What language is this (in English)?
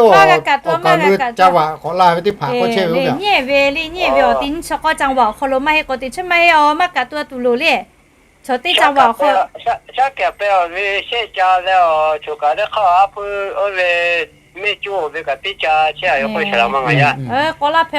Lahu